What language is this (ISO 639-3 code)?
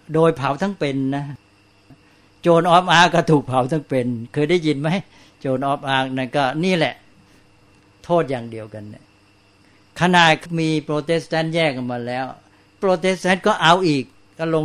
tha